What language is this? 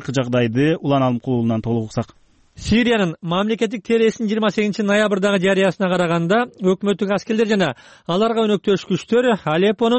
Kyrgyz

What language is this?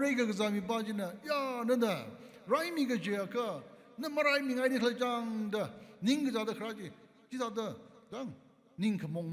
Tangkhul Naga (India)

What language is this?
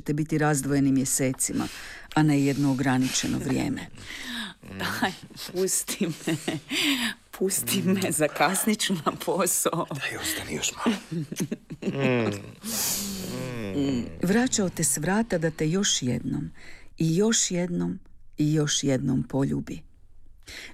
Croatian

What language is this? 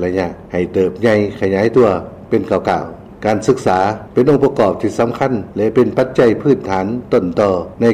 Lao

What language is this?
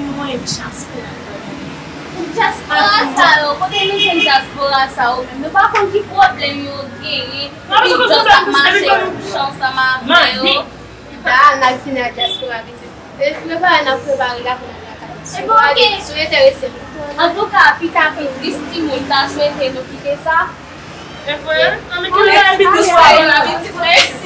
Haitian Creole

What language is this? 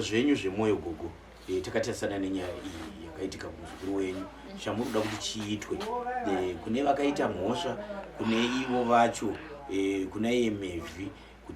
Shona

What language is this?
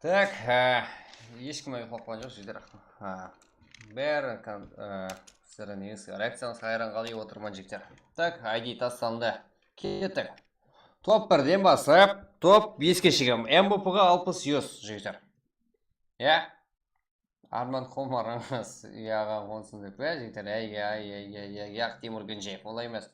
Kara-Kalpak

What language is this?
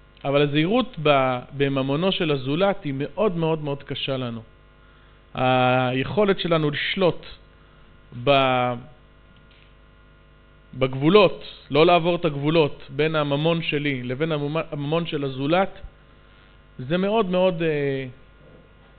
Hebrew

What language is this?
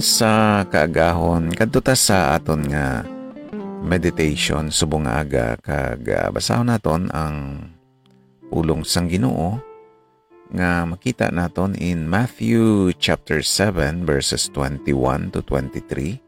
Hiligaynon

